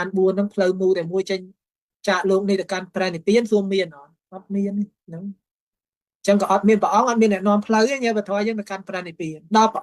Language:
Khmer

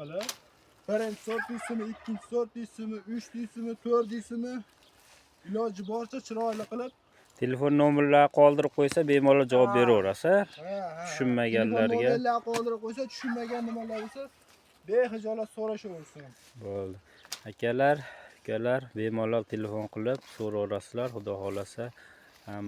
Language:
Uzbek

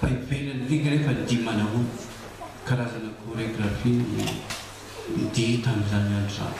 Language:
Malagasy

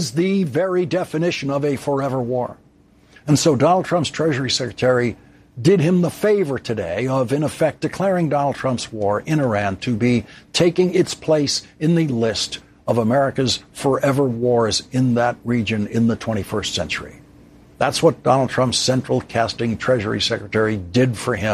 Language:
English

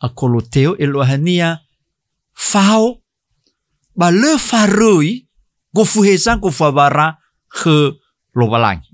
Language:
Nias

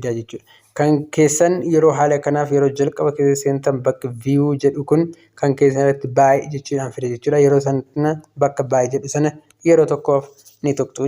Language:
Oromo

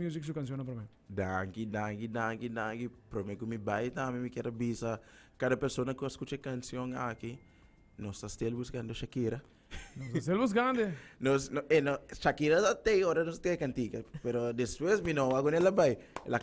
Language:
Papiamento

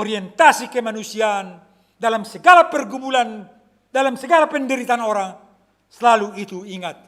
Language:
Batak Simalungun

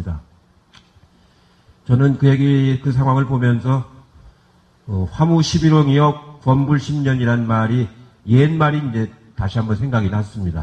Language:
Korean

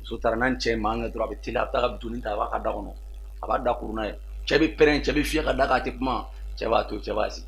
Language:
Bambara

